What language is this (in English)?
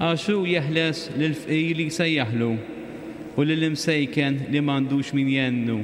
Maltese